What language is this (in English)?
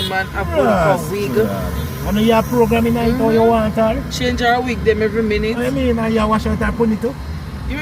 Jamaican Creole English